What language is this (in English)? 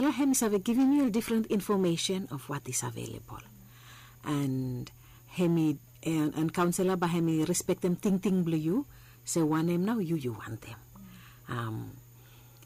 Bislama